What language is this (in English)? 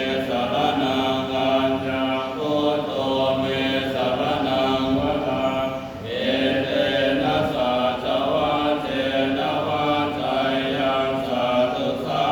Pali